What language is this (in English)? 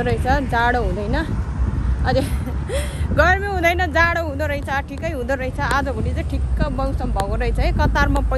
Nepali